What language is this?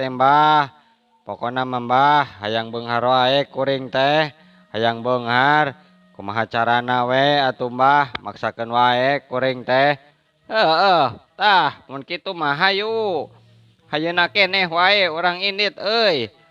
Sundanese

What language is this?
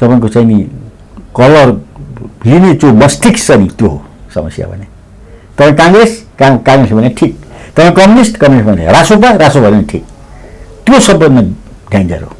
Nepali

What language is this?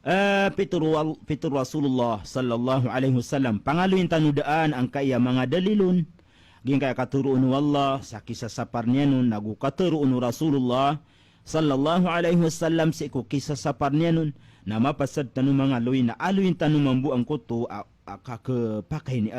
Maranao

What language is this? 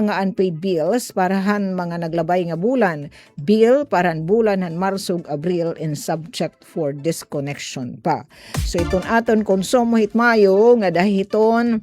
Waray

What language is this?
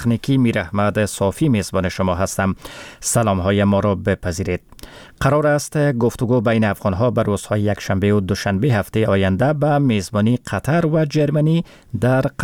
Persian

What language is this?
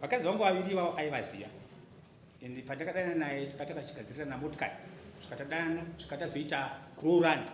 Shona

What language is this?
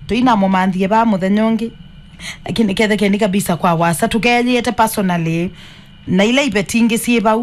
Kamba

